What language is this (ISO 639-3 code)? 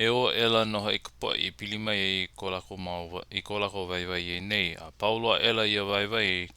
haw